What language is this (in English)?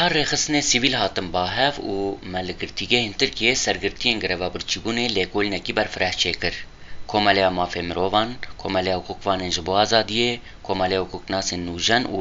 Kurdish